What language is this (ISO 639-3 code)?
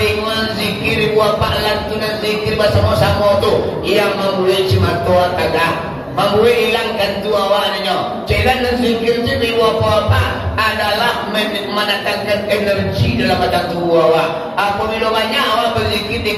min